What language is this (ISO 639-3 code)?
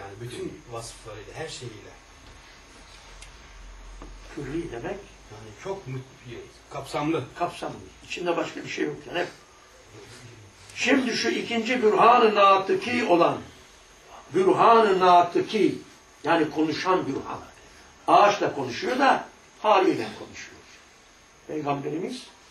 tur